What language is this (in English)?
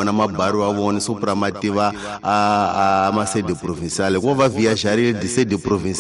Tsonga